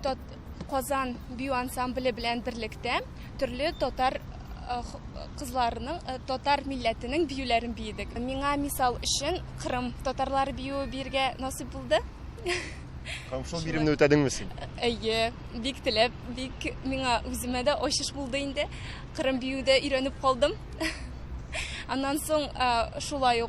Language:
Tatar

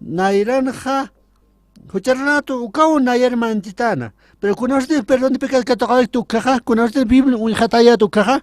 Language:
Aymara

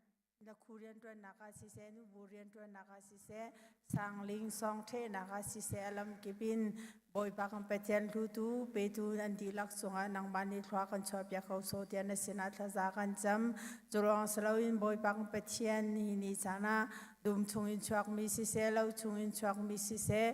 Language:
Hakha Chin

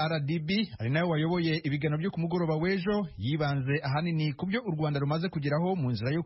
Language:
Kinyarwanda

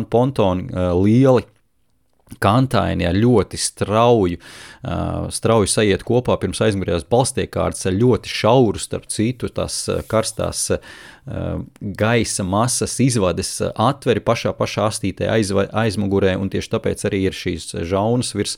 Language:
Latvian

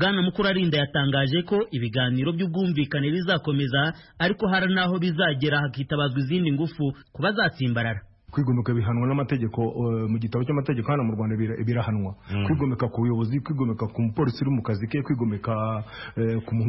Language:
Kinyarwanda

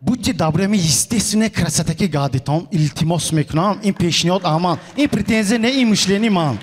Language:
Tajik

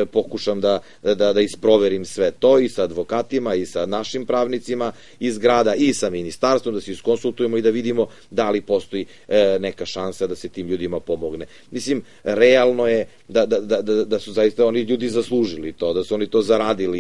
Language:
Serbian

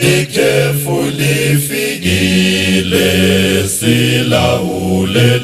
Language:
North Ndebele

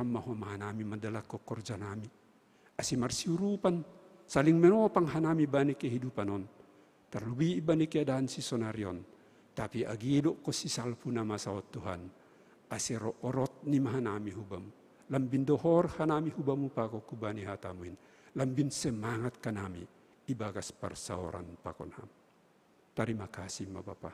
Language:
Batak Simalungun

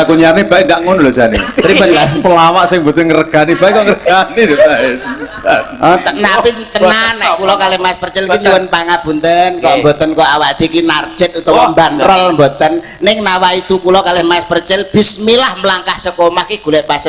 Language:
Javanese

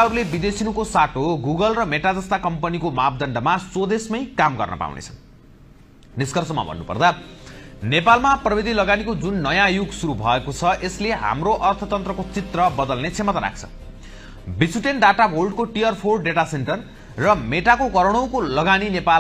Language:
Nepali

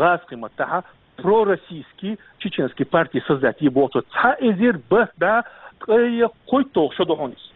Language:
Chechen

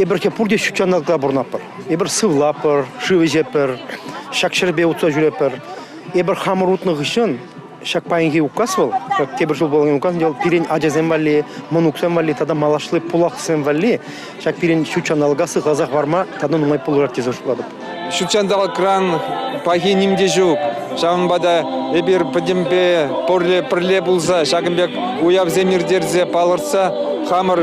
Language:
Chuvash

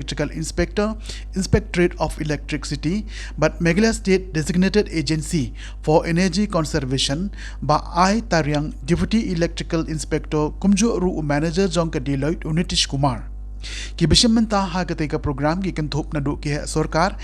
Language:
Khasi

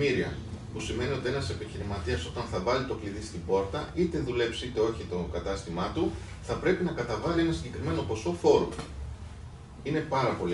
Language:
Greek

